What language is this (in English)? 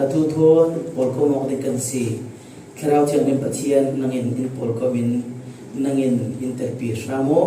Falam Chin